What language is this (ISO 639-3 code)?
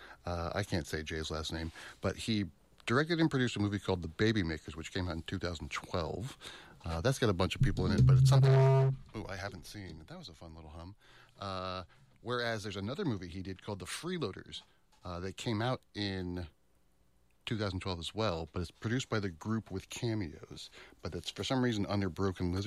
eng